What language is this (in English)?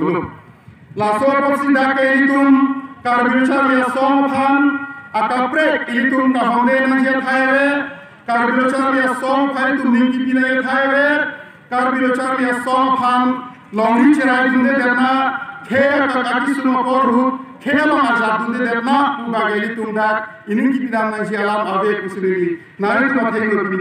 Karbi